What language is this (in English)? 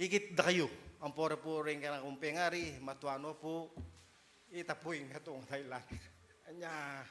Pampanga